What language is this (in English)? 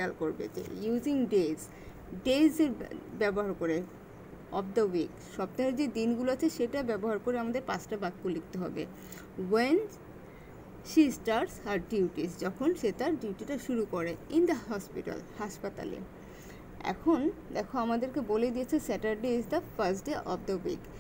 Bangla